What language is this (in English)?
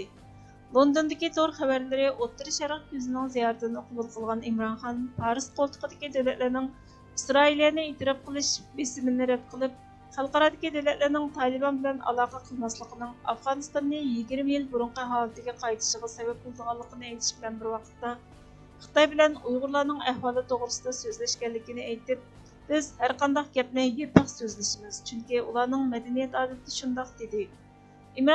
Uyghur